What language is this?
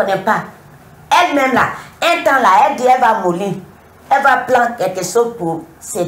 French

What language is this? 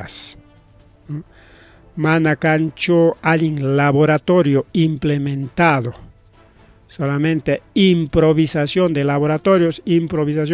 Ayacucho Quechua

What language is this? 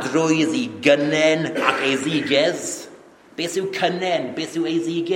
Welsh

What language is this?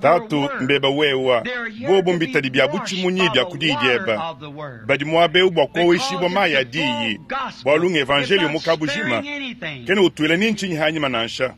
Luba-Lulua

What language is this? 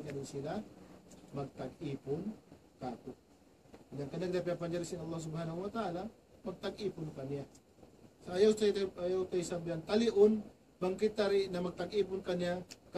Tausug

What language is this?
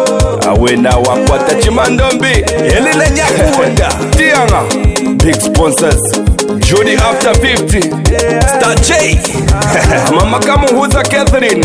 Swahili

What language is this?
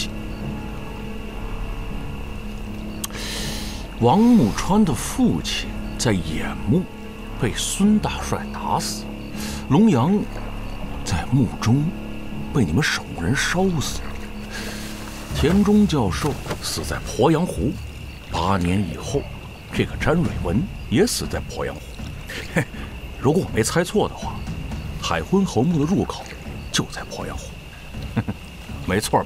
Chinese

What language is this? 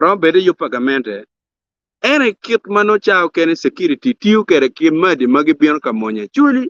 Acoli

